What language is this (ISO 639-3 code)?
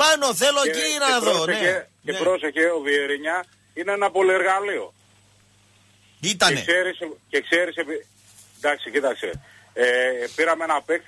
ell